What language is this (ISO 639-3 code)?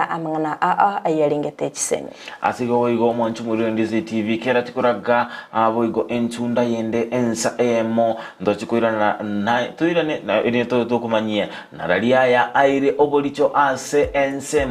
guz